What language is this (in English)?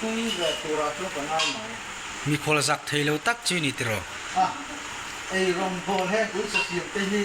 Mizo